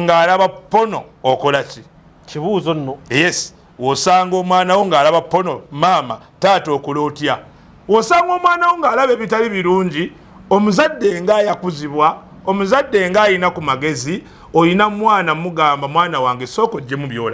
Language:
Ganda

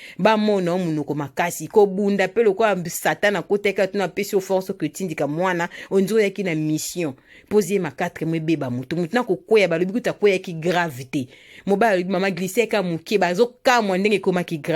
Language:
Lingala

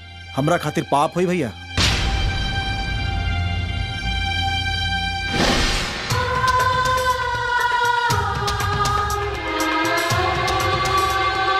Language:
Bhojpuri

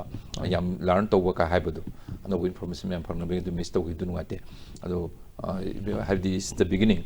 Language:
Manipuri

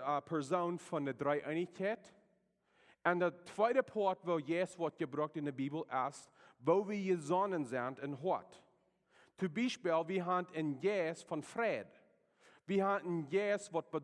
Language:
Plautdietsch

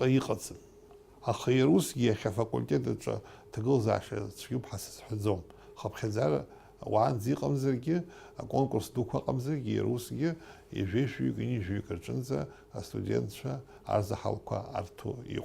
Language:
Abkhazian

